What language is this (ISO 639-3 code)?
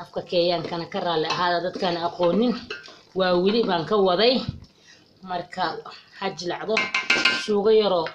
som